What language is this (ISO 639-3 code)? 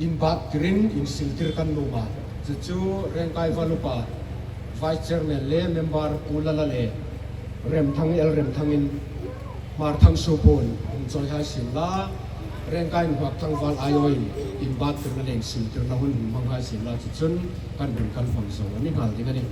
hmr